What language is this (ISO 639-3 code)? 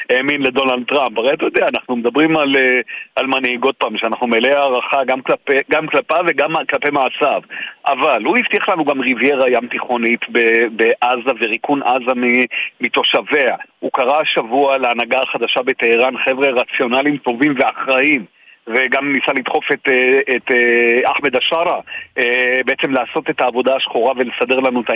heb